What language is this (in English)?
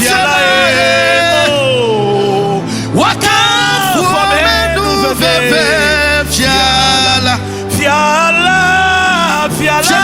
Ewe